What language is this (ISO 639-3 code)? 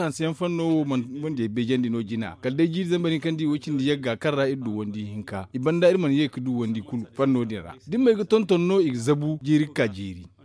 dje